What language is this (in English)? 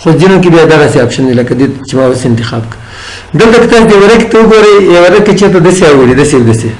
Pashto